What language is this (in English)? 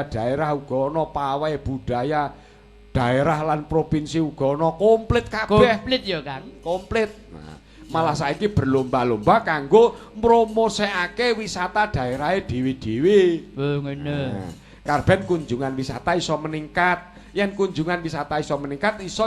Javanese